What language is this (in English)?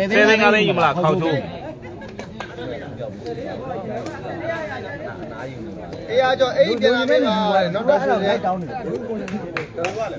Burmese